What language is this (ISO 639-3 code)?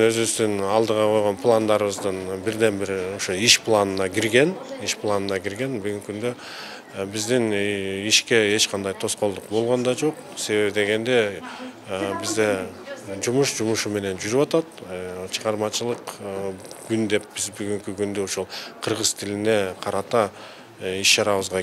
kir